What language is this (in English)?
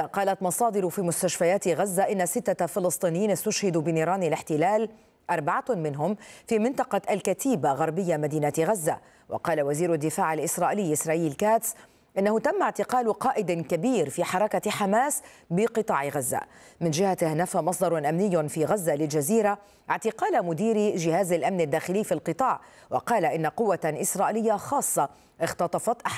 Arabic